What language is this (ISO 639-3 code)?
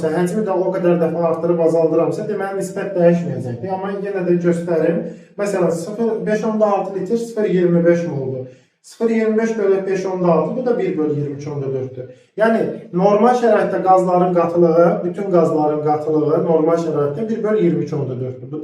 aze